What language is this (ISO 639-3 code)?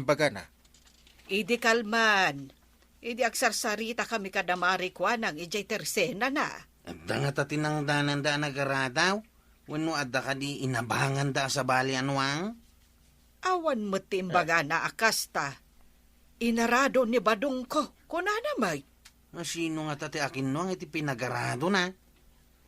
ilo